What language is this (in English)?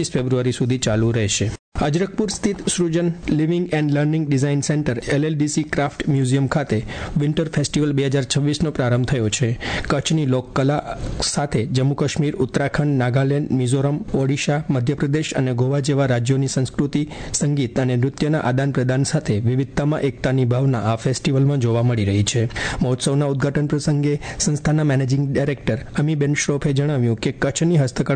Gujarati